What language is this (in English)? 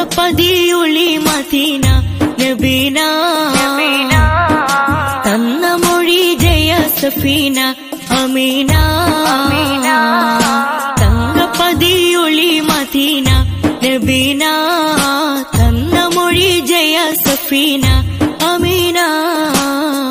Malayalam